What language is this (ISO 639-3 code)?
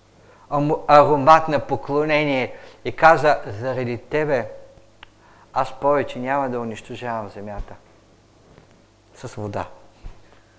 bul